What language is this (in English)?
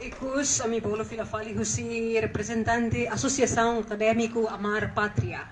Tetum